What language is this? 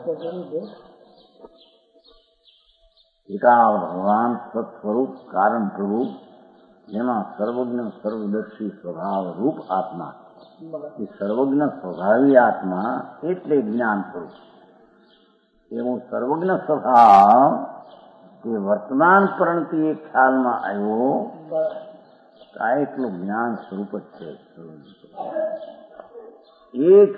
Gujarati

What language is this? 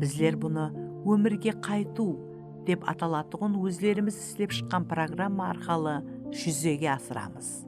Kara-Kalpak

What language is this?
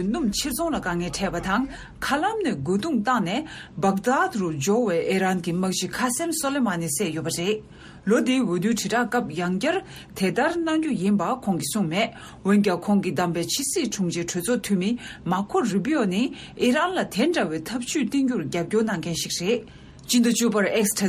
Tibetan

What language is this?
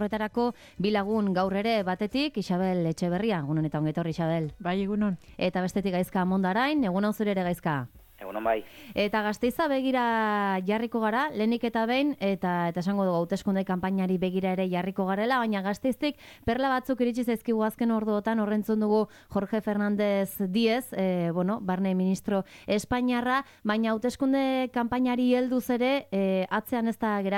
Basque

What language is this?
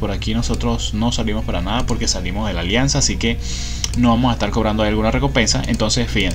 Spanish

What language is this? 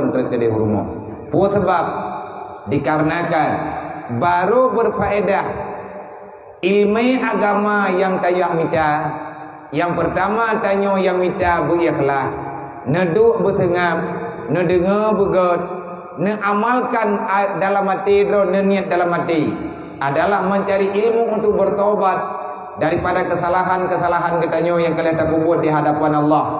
Achinese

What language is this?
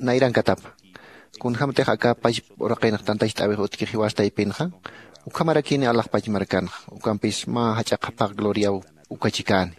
Aymara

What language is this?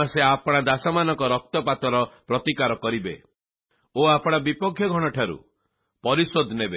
Odia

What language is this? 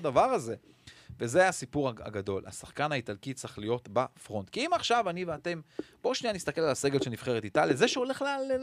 Hebrew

